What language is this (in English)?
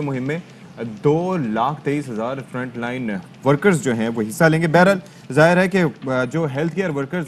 Urdu